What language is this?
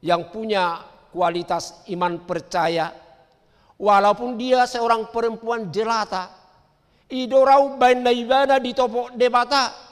Batak Toba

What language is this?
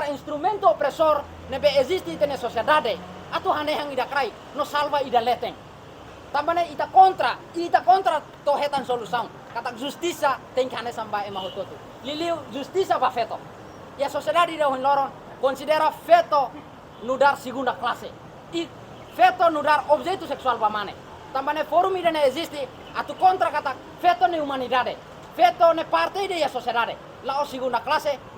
Tetum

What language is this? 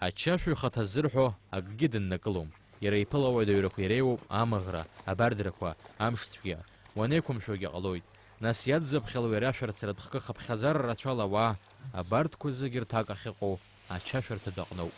Abkhazian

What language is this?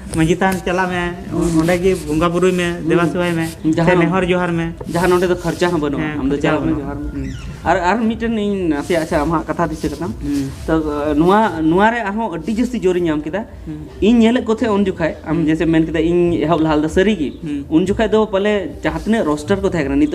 Santali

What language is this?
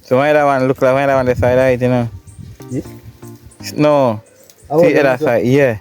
Jamaican Creole English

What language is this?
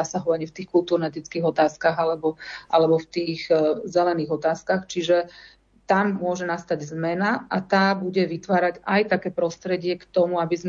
Slovak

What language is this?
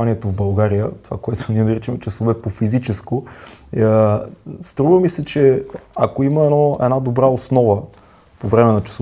Bulgarian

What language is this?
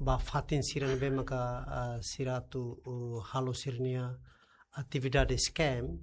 Tetum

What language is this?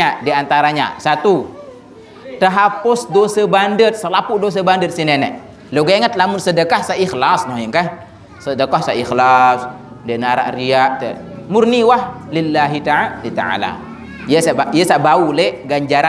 Sasak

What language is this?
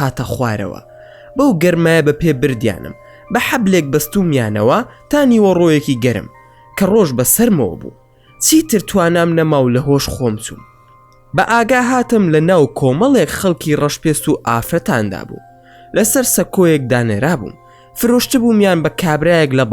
Central Kurdish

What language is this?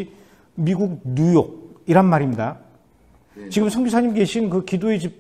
Korean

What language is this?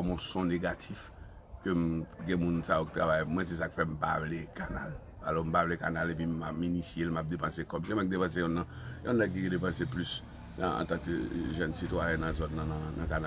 Haitian Creole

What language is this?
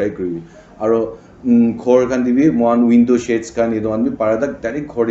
Naga Pidgin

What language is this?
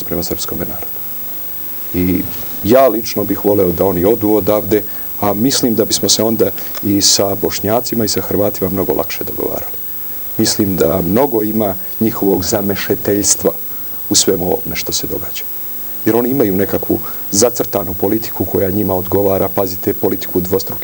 Serbian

